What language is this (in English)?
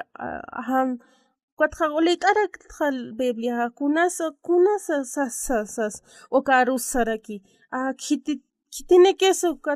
Aymara